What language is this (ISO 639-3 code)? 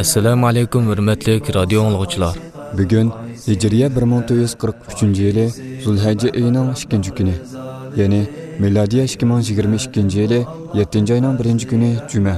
uig